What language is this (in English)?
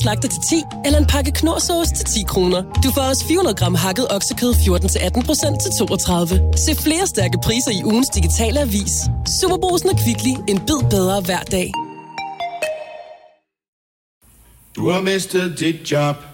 Danish